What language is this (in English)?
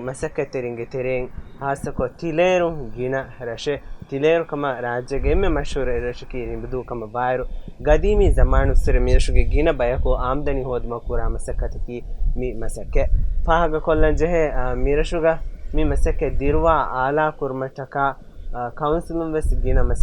Divehi